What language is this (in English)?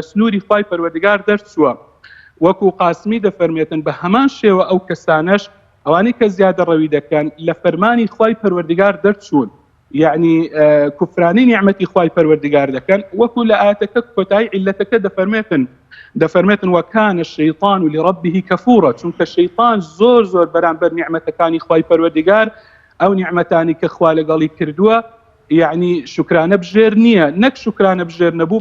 Central Kurdish